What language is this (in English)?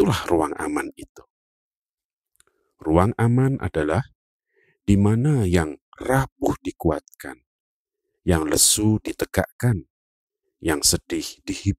Indonesian